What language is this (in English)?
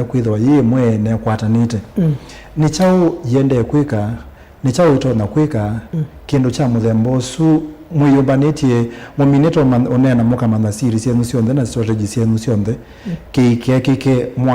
Kamba